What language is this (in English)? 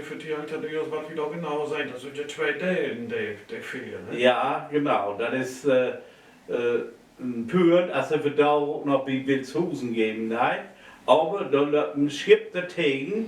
Low German